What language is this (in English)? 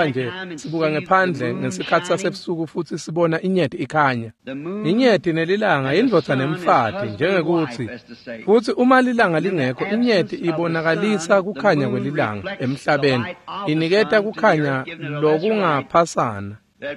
Swati